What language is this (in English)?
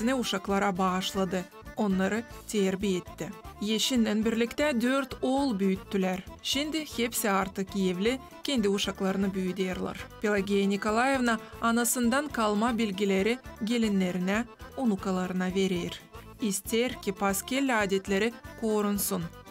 Gagauz